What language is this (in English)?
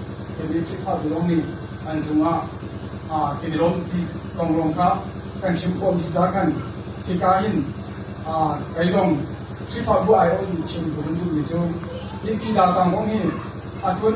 Hakha Chin